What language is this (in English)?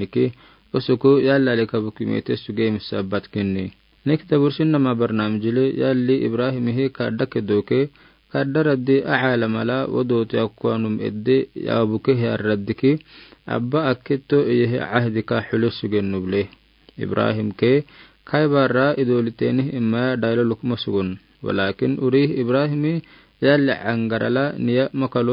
Afar